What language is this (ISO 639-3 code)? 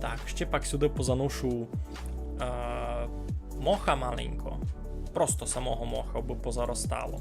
rue